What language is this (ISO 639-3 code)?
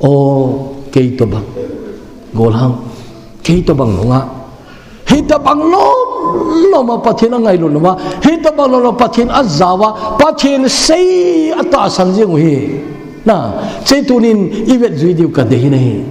tcz